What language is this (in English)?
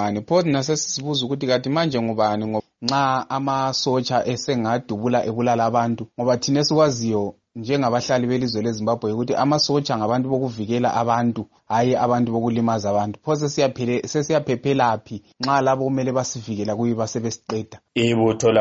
North Ndebele